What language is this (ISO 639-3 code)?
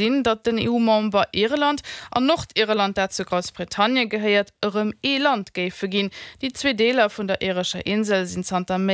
ltz